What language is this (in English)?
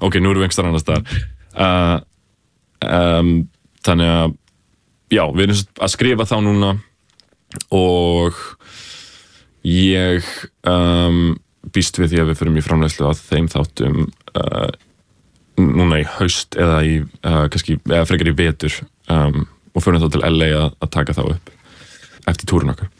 Icelandic